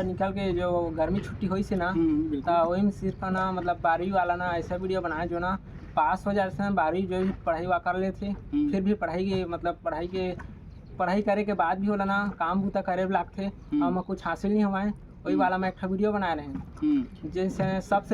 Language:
Chhattisgarhi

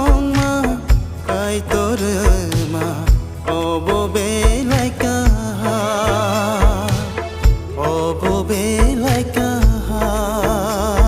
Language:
Kok Borok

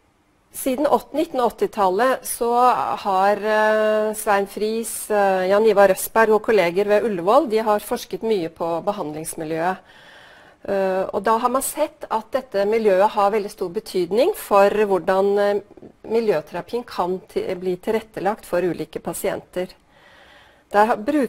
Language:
Norwegian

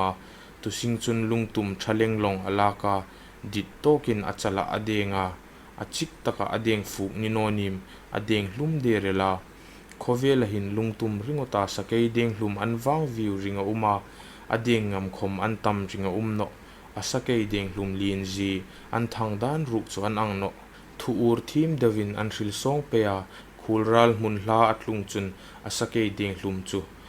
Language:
Hmar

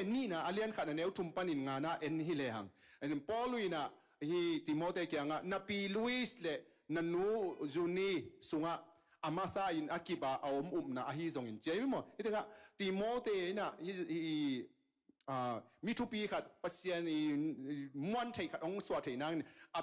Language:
Tedim Chin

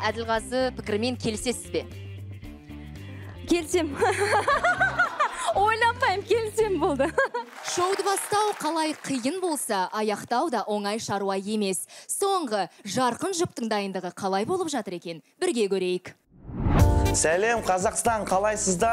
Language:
Kazakh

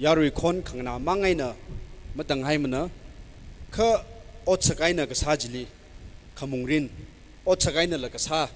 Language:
Tangkhul Naga (India)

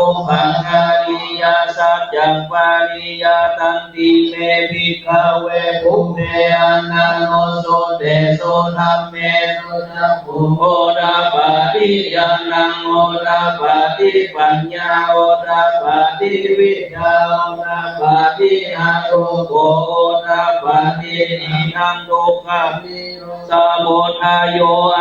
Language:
Pali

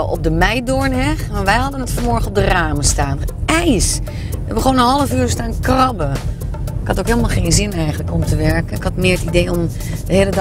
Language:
Dutch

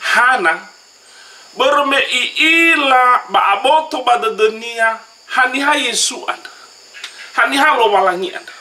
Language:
Nias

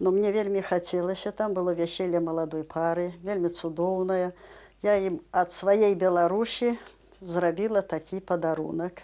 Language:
Belarusian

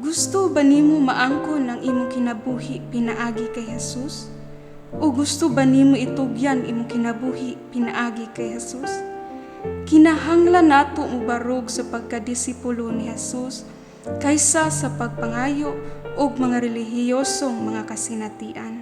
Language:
Cebuano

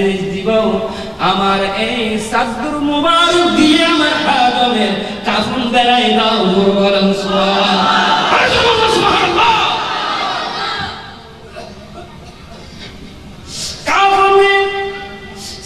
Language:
Bangla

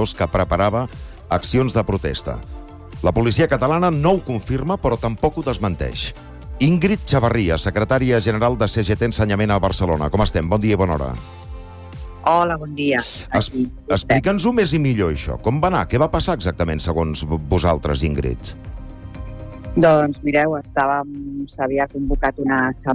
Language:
Catalan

